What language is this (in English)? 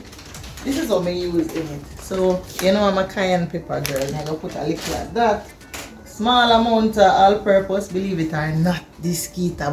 Jamaican Creole English